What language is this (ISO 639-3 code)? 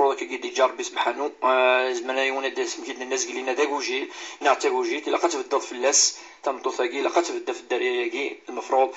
kab